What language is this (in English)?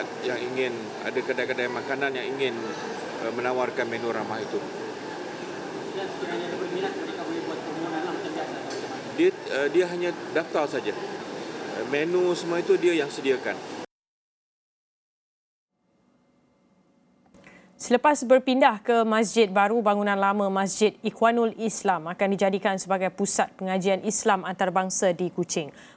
Malay